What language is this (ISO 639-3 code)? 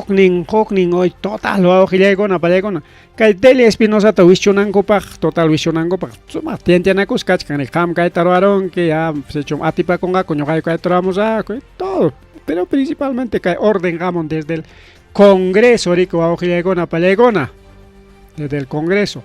quy